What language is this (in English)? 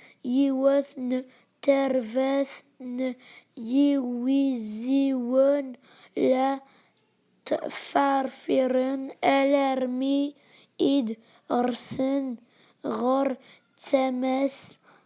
Kabyle